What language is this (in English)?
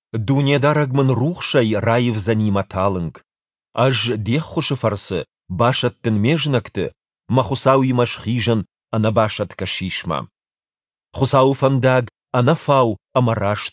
Ossetic